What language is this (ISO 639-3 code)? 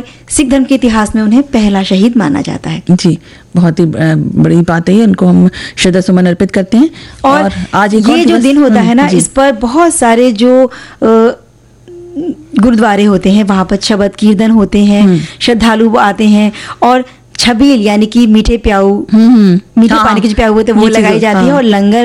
hin